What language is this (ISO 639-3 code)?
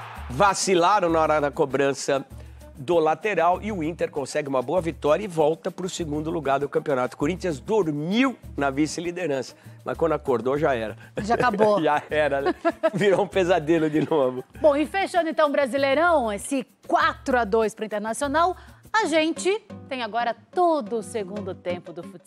por